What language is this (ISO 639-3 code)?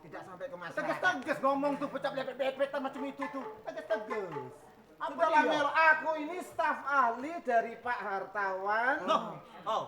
mui